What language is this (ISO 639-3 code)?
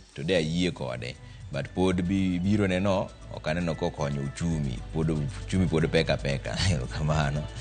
luo